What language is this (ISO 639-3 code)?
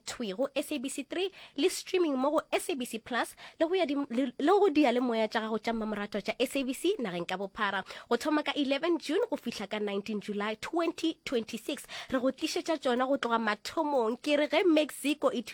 nso